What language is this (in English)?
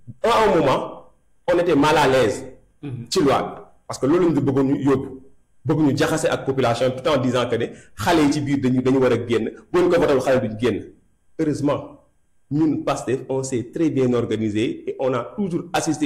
Wolof